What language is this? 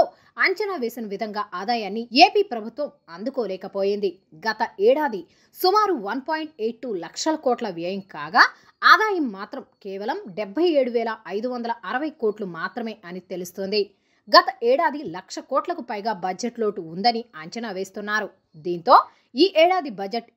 Telugu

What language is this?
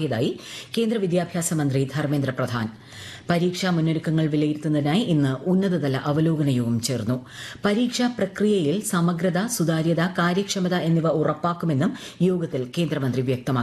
Malayalam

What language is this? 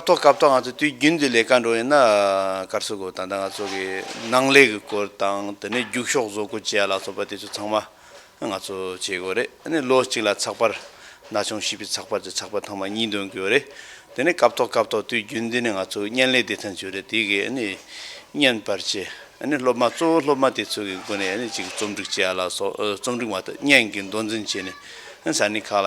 Tibetan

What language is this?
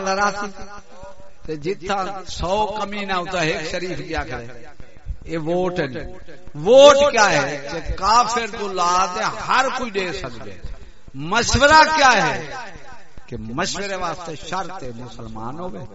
Saraiki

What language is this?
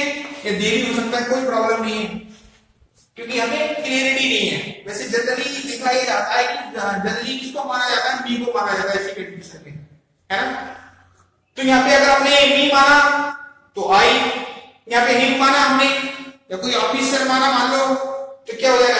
Hindi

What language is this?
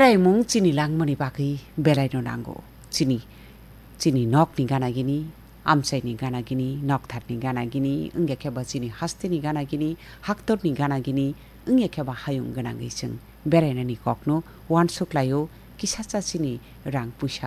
Kok Borok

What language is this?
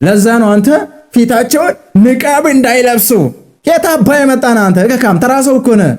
Amharic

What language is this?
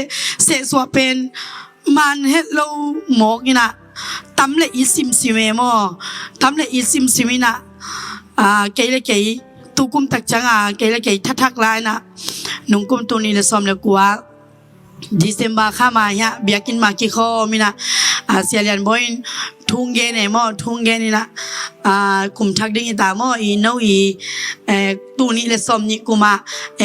Tedim Chin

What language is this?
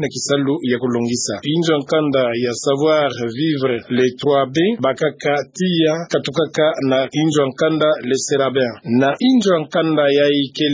Kituba (Democratic Republic of Congo)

